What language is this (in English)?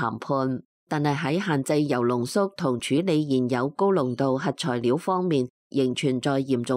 Cantonese